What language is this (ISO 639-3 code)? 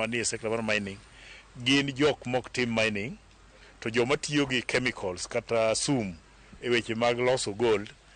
luo